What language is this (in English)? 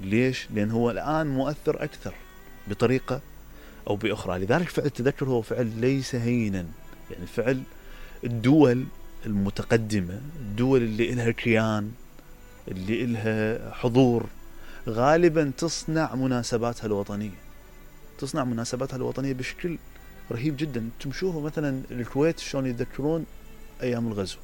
Mesopotamian Arabic